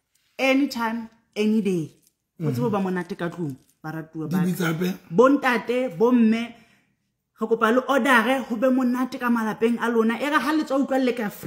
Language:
Southern Sotho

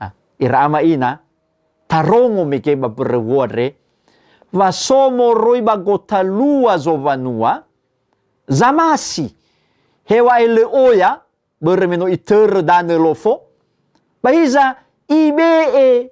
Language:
Nias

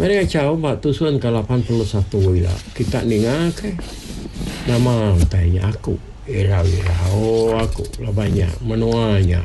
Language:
Iban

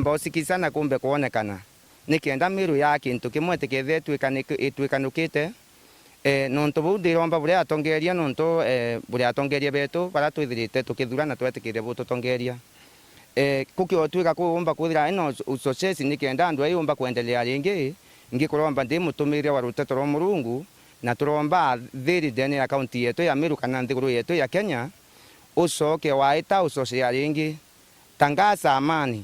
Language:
Meru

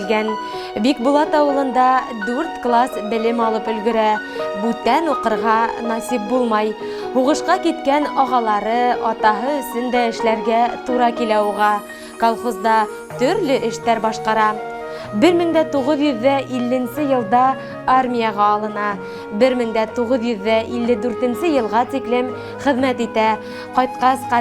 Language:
Bashkir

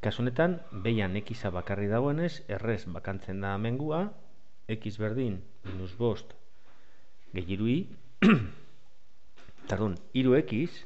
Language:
Basque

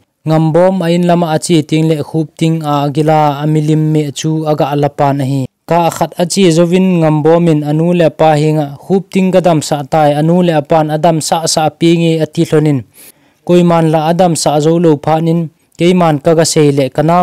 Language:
Thado Chin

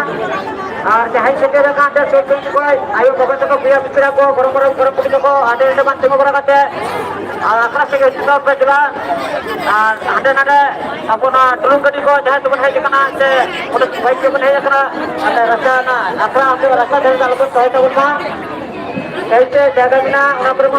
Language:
Santali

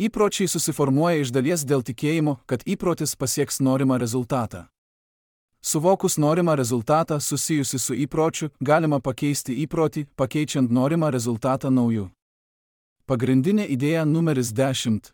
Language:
Lithuanian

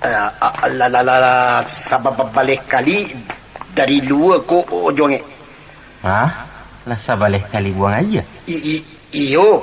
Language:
Minangkabau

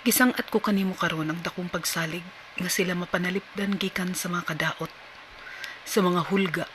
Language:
Cebuano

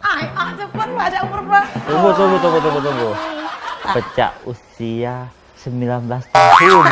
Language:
Musi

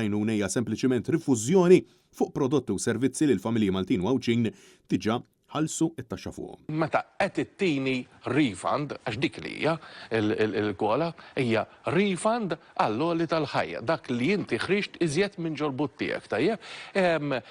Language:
Maltese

